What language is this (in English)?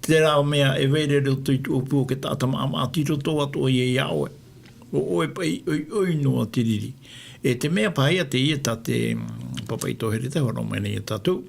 Tahitian